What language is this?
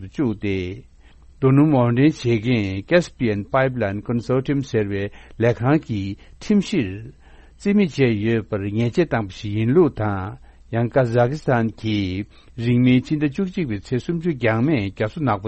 Tibetan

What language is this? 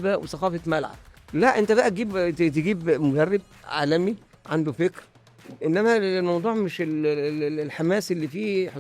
Egyptian Arabic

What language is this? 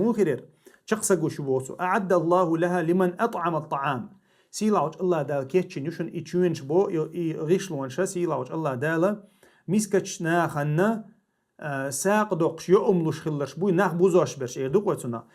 Chechen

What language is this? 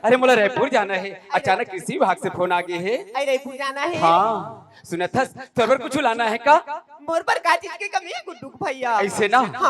Chhattisgarhi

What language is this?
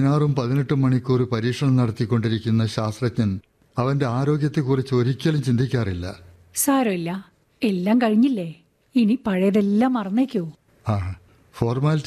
Malayalam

